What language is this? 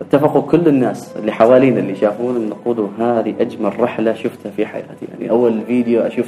Gulf Arabic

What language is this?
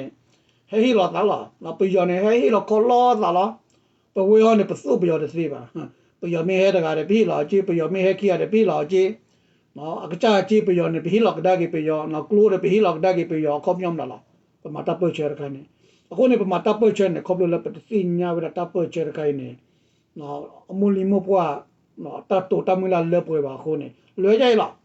S'gaw Karen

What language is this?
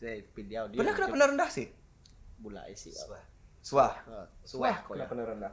Iban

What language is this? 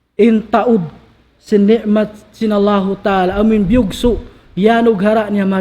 Tausug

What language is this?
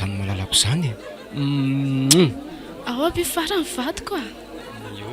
Malagasy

